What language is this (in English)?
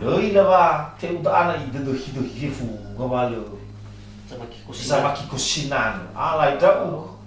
Nias